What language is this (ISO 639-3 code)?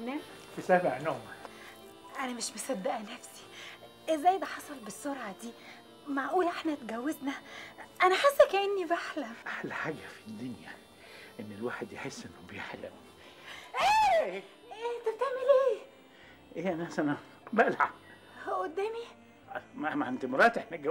arz